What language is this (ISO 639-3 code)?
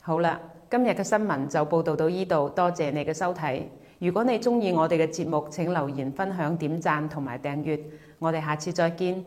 yue